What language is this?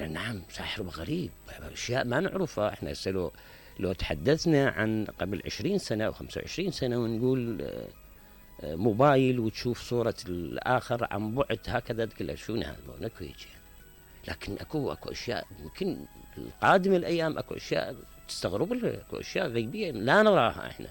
Mesopotamian Arabic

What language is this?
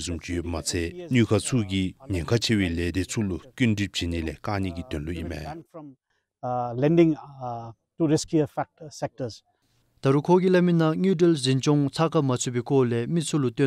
Dzongkha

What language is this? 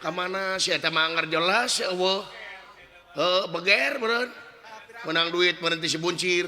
Sundanese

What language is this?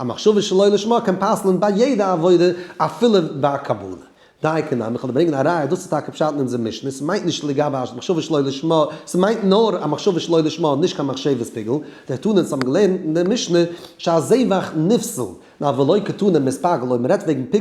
Yiddish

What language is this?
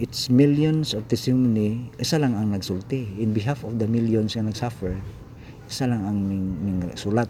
Cebuano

